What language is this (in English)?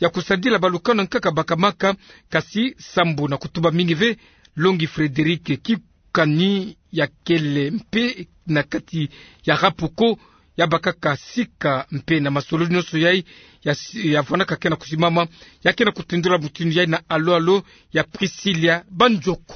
Kituba (Democratic Republic of Congo)